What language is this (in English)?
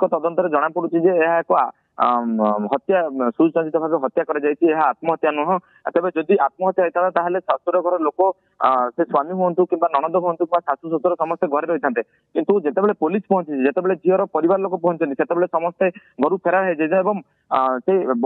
Odia